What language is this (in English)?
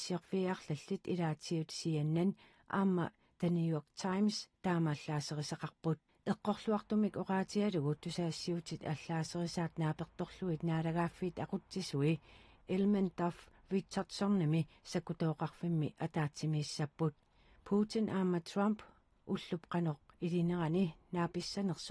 Kalaallisut